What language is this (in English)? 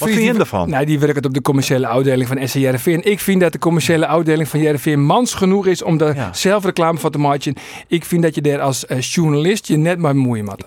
Western Frisian